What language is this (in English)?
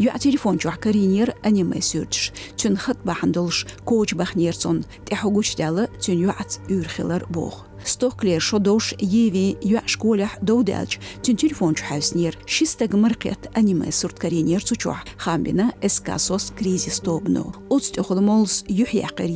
Chechen